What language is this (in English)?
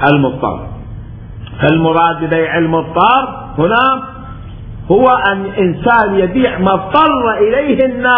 Mesopotamian Arabic